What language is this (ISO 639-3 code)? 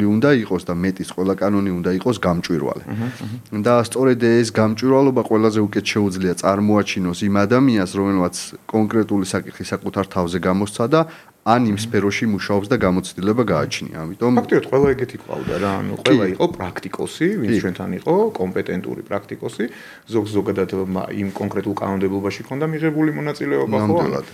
kat